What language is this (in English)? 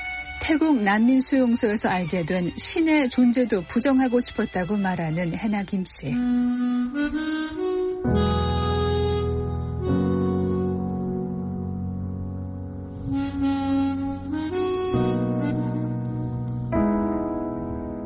Korean